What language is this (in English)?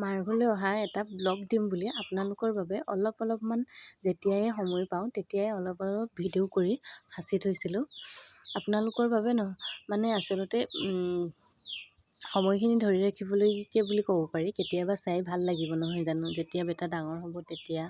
Assamese